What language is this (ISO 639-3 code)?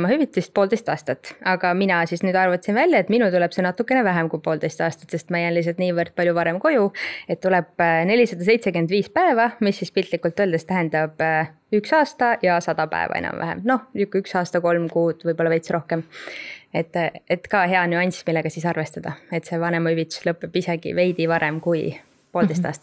est